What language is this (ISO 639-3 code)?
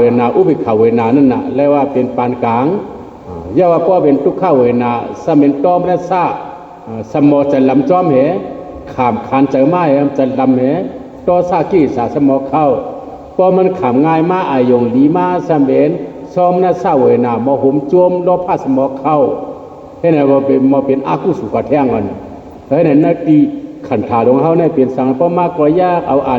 shn